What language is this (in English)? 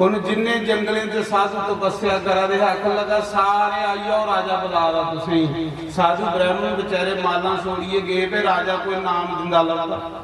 Dogri